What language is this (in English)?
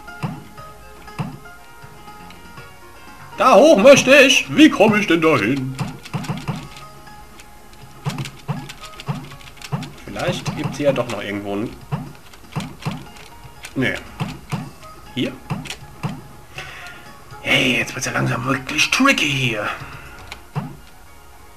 German